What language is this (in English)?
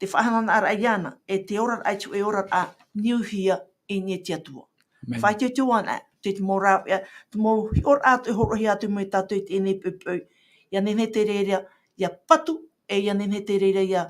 Tahitian